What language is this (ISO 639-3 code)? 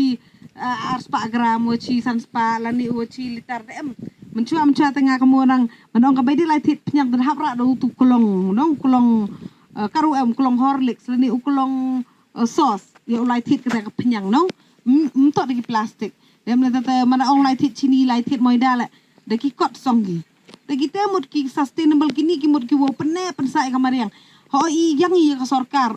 pbv